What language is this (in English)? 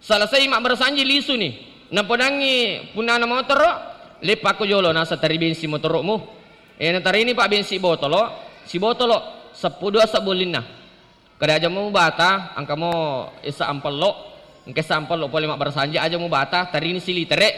Buginese